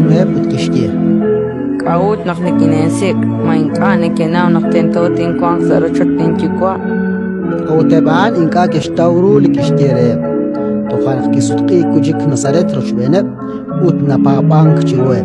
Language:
Kekchí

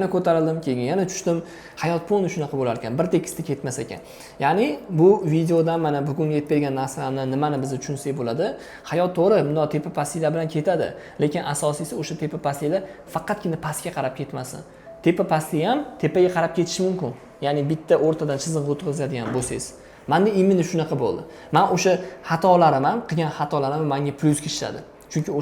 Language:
Uzbek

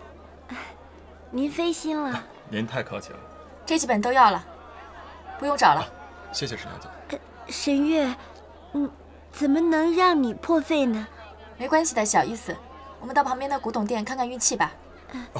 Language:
Chinese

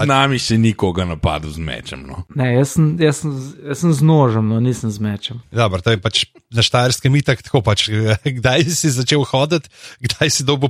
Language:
Slovenian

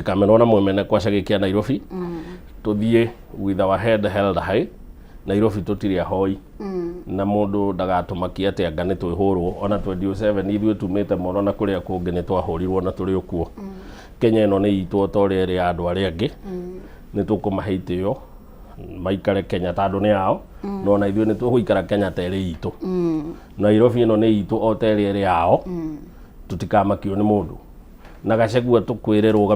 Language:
Kikuyu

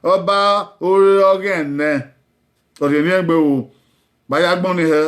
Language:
Bini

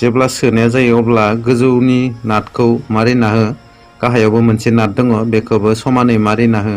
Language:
Bodo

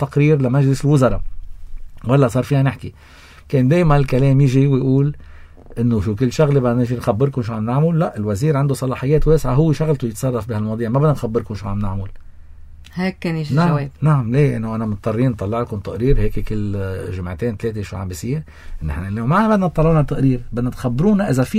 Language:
North Levantine Arabic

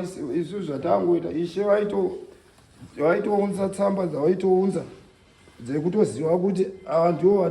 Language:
Shona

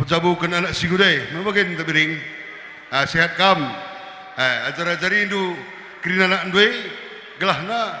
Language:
Batak Karo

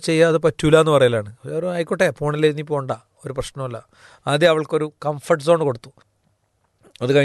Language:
Malayalam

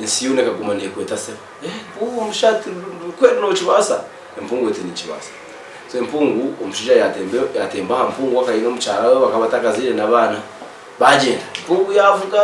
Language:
Nyankole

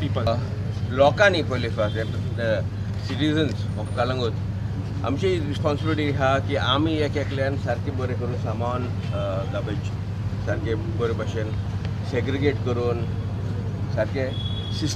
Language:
Konkani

